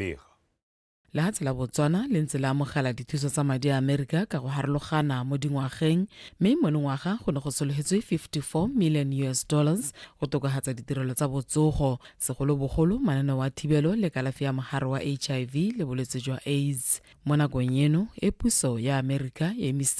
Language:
Tswana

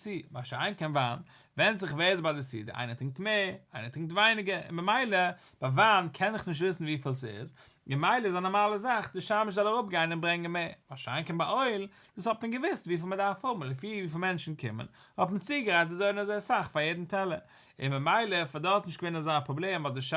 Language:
Yiddish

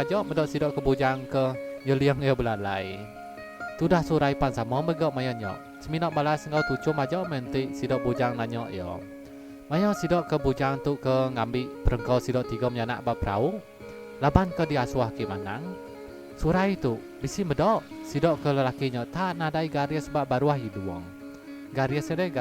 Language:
Iban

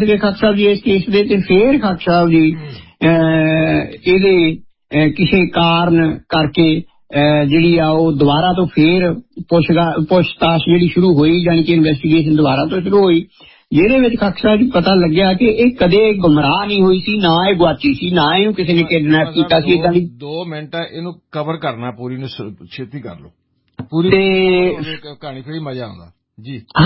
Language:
Punjabi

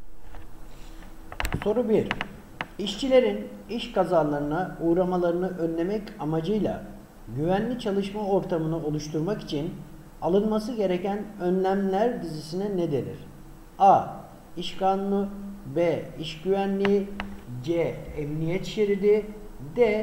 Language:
Turkish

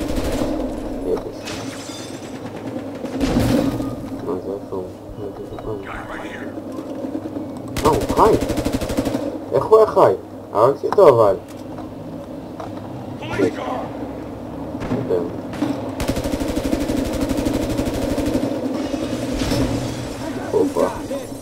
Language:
Hebrew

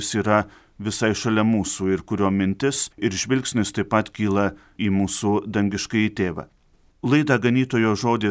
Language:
Lithuanian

